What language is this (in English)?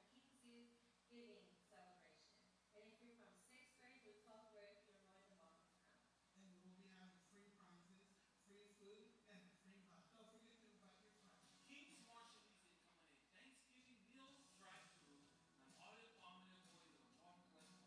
Marshallese